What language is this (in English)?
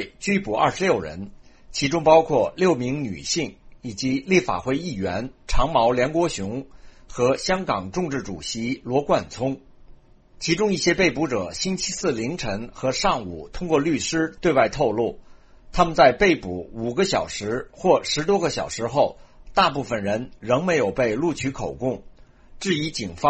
Chinese